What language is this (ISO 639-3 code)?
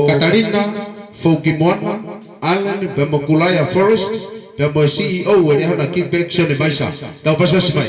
ton